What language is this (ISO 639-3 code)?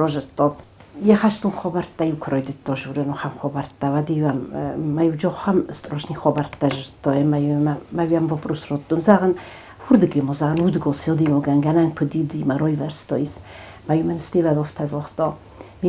oss